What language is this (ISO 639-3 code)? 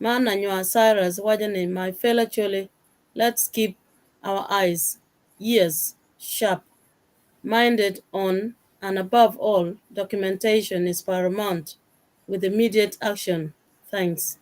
ach